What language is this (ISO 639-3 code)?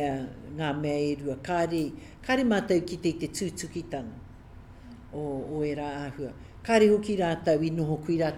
mri